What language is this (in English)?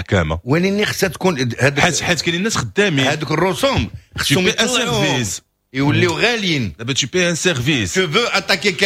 Moroccan Arabic